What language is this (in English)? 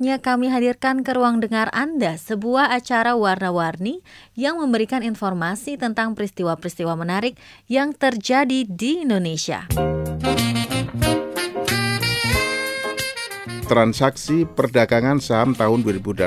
Indonesian